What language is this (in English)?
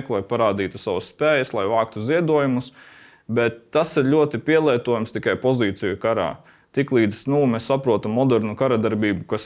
Latvian